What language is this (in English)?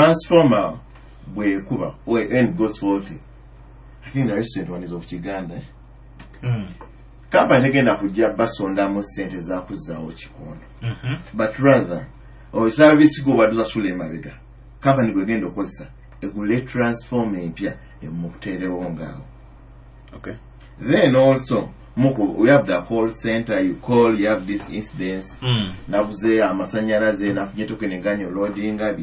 Nyoro